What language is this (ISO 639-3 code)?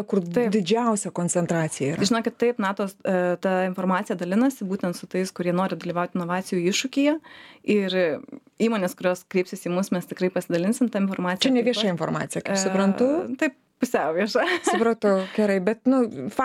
lit